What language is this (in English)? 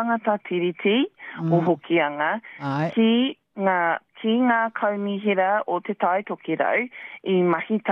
Māori